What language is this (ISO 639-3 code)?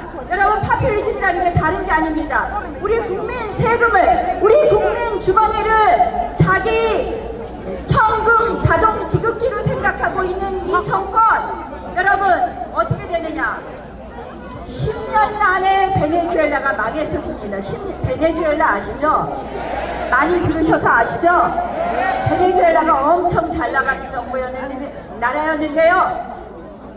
kor